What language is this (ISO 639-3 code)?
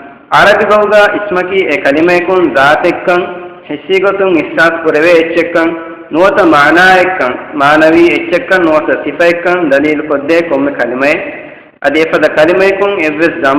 div